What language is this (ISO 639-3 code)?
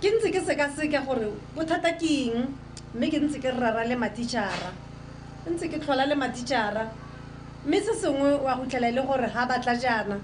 tsn